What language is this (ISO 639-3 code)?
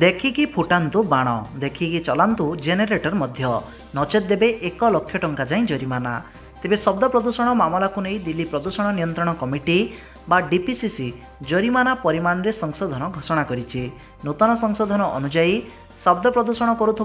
ori